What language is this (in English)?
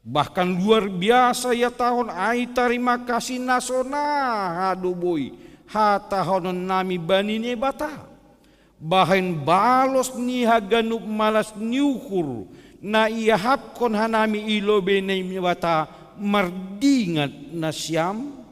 Batak Simalungun